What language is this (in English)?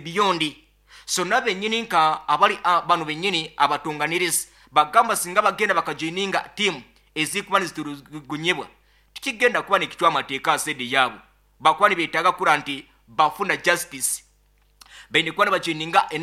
Nyoro